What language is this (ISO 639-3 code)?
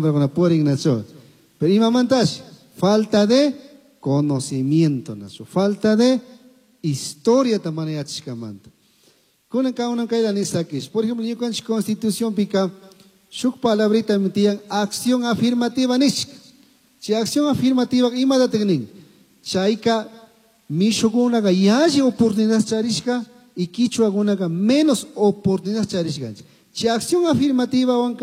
qug